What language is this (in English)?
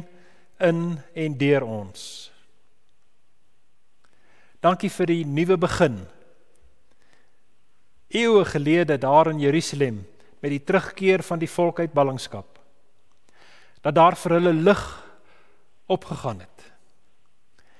Afrikaans